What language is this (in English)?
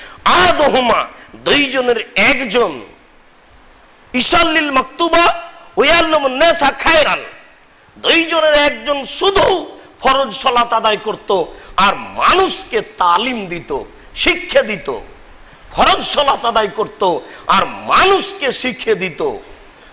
Bangla